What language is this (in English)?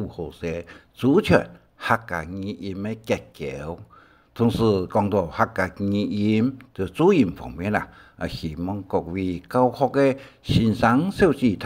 Hakka Chinese